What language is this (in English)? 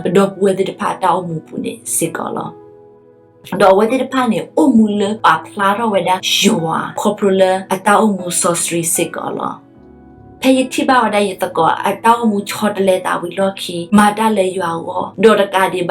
S'gaw Karen